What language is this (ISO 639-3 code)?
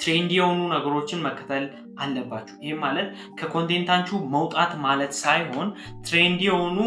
amh